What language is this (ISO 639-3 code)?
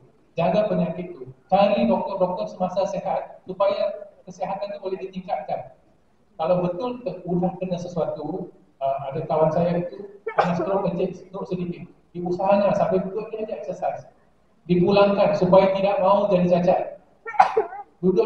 msa